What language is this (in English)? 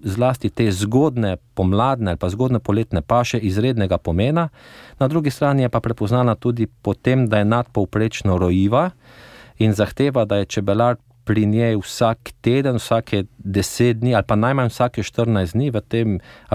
Slovenian